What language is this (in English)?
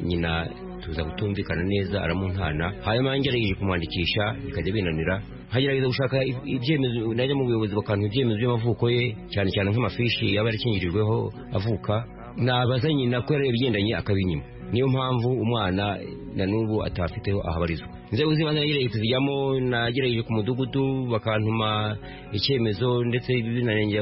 Kinyarwanda